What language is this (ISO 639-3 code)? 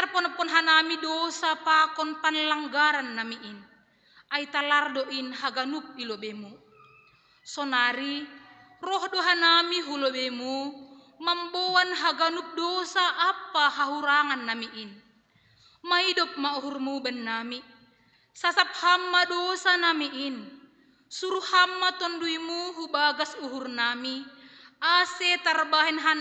bts